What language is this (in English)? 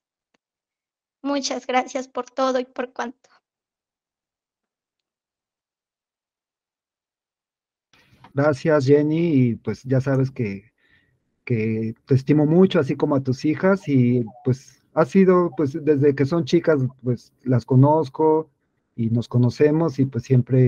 Spanish